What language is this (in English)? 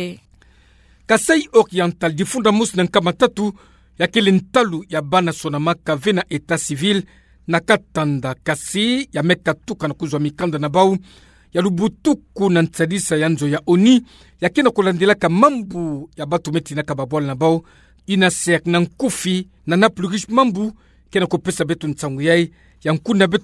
Kituba (Democratic Republic of Congo)